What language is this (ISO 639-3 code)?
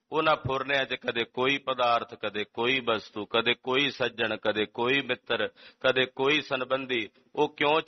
pan